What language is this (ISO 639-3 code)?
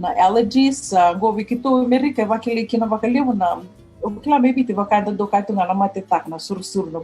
fij